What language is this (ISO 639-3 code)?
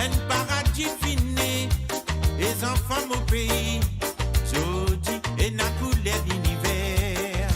mfe